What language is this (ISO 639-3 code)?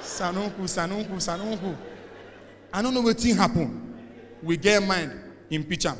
pcm